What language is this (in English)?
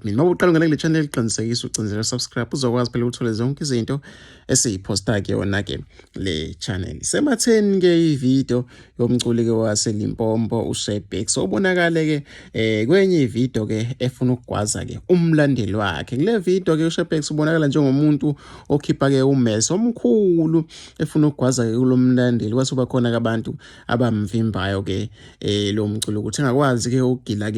Zulu